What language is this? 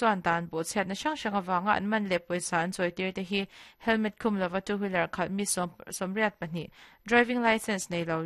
Mizo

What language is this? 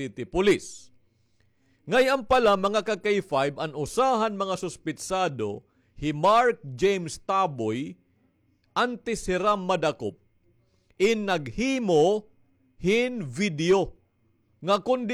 Waray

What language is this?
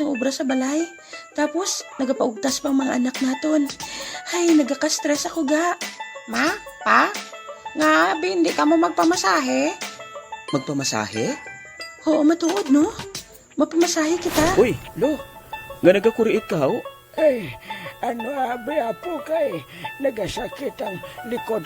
Hiligaynon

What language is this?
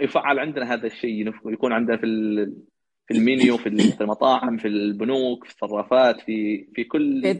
Najdi Arabic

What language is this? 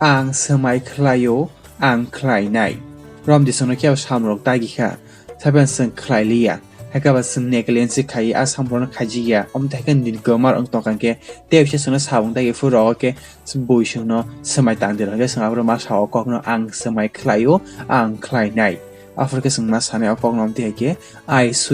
Kok Borok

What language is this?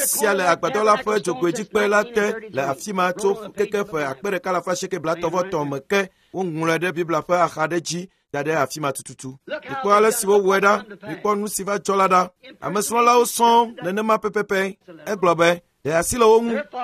Ewe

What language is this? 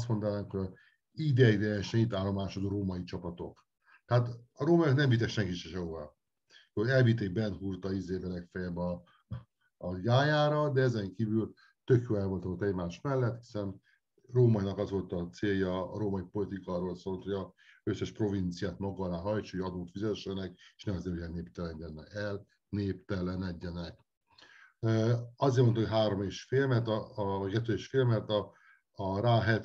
Hungarian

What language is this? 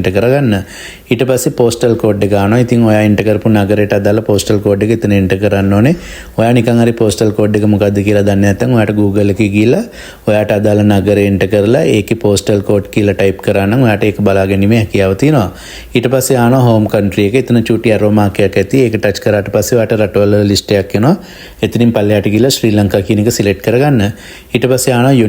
Sinhala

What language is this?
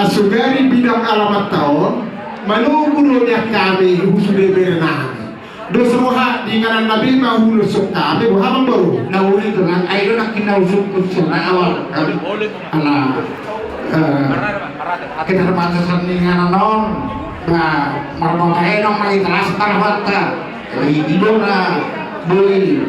Batak Toba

